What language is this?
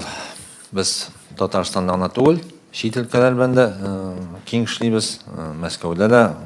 Tatar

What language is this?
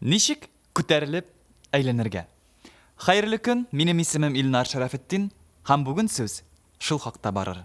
Tatar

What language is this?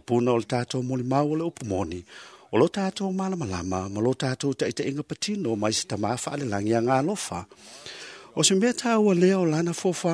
Samoan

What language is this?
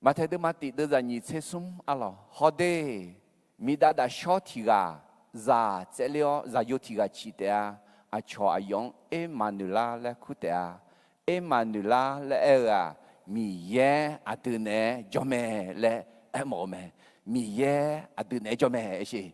Akha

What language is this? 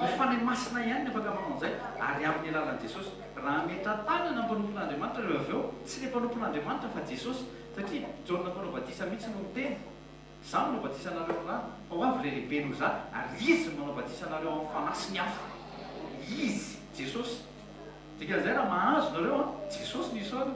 Malagasy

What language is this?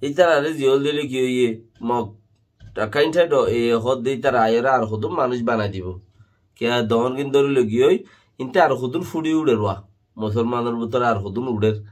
Rohingya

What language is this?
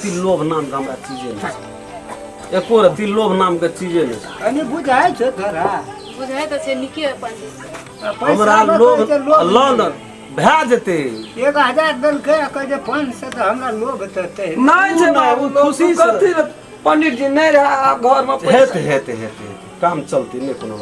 Maithili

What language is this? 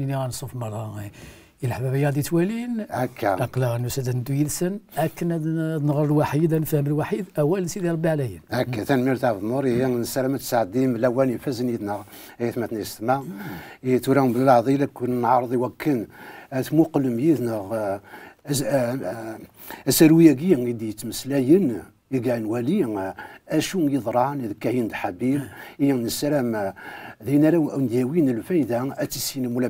Kabyle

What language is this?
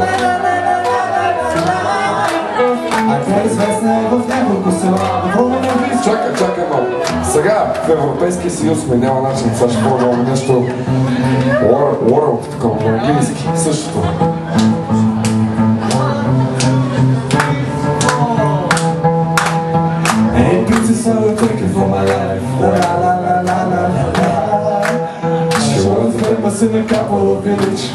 Bulgarian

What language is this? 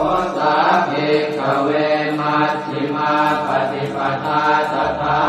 Pali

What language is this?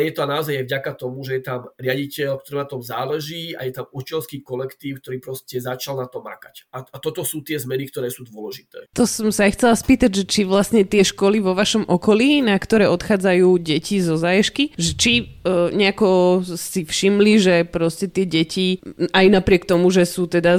Slovak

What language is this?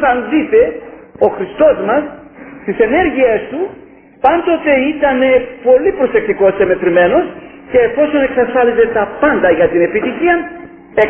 Greek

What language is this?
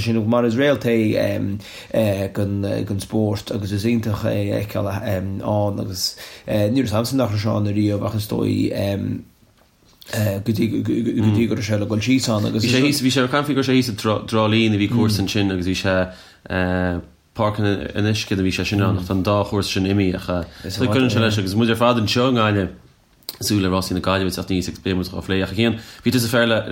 Irish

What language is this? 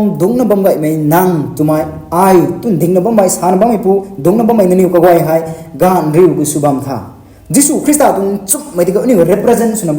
Rongmei Naga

